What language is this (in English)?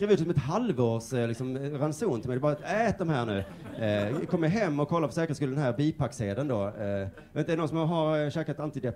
Swedish